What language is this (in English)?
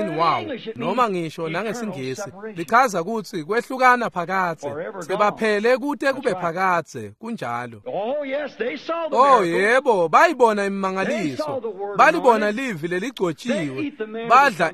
Swati